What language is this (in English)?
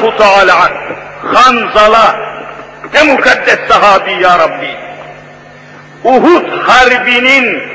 Turkish